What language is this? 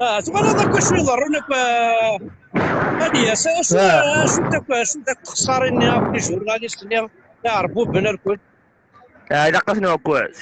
Kabyle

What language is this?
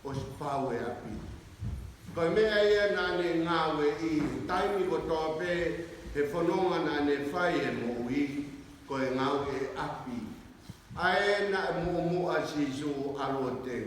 Tongan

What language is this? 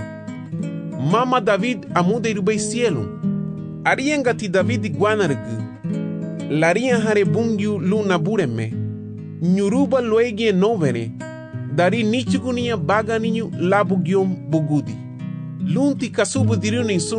Garifuna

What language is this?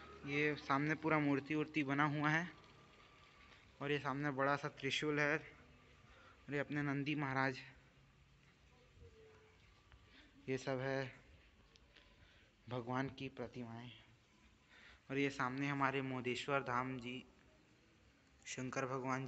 Hindi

